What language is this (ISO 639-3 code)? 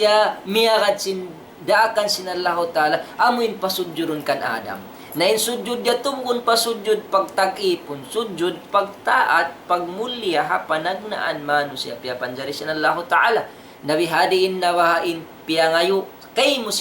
tsg